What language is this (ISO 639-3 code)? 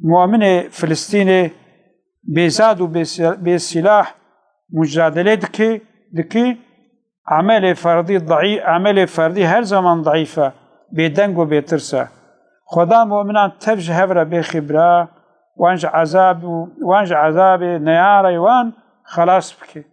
kur